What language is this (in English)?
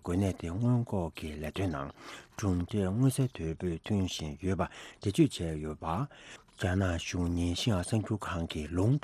Tibetan